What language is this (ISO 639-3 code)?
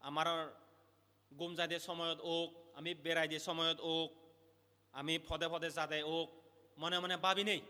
ccp